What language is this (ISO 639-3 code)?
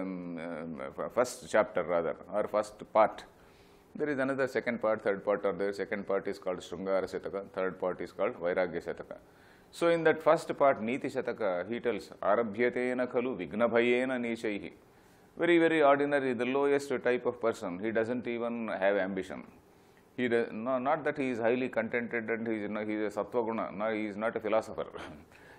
eng